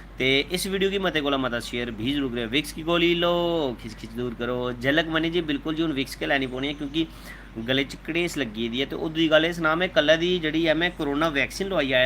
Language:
Dogri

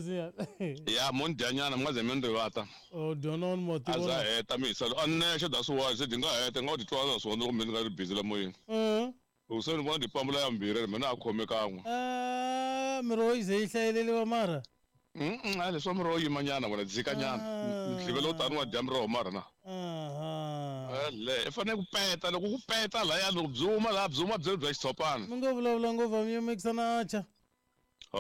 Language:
Tsonga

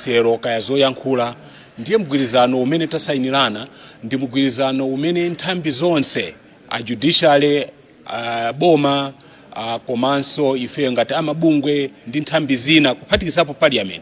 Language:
Nyanja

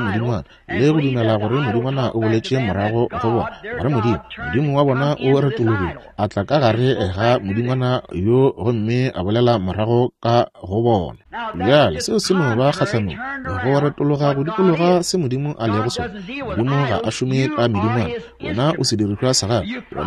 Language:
Northern Sotho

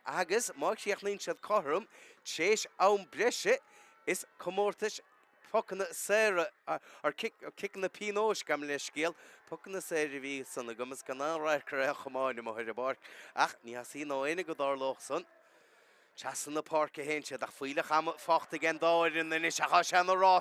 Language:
Irish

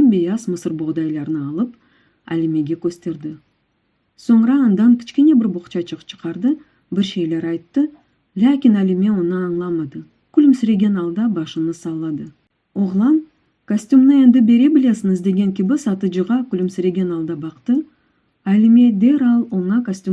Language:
Crimean Tatar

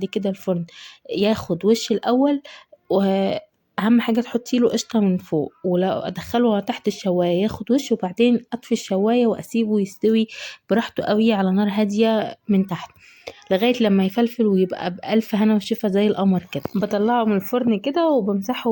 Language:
Egyptian Arabic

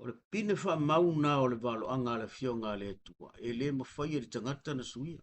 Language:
Samoan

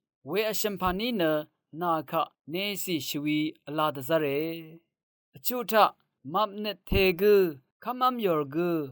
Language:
Rawang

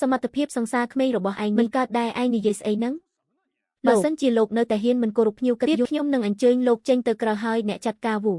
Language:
Khmer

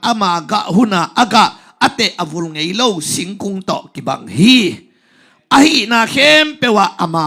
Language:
Tedim Chin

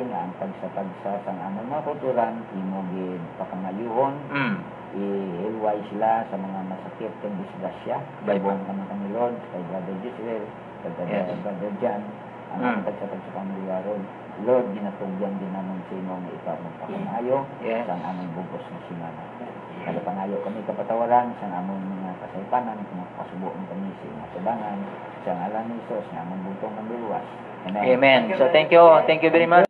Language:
Hiligaynon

